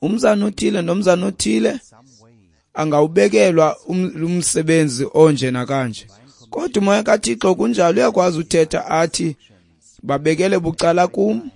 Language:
Xhosa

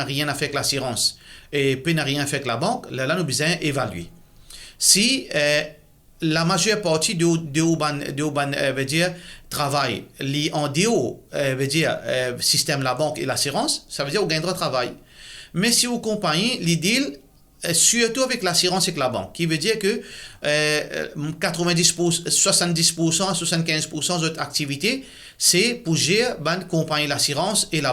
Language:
Morisyen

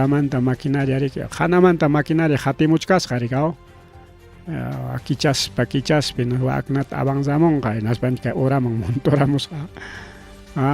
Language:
Ayacucho Quechua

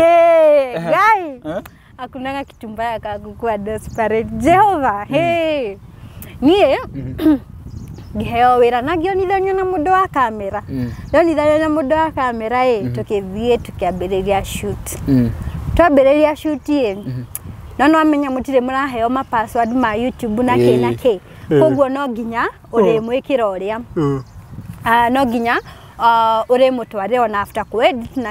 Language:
Kikuyu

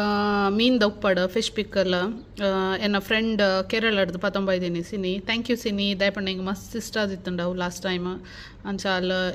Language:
Tulu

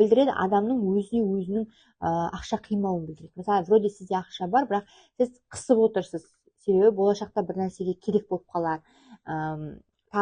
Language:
Kazakh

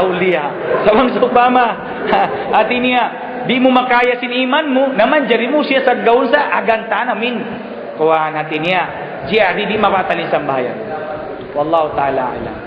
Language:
Tausug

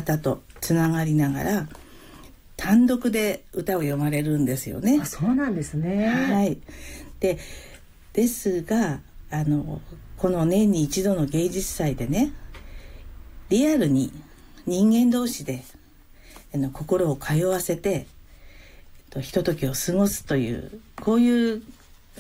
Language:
Japanese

